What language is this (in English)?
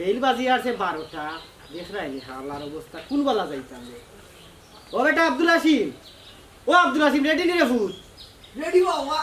Sylheti